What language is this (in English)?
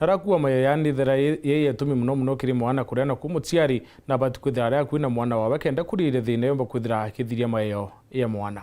Meru